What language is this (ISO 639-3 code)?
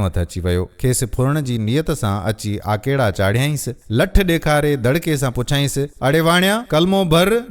snd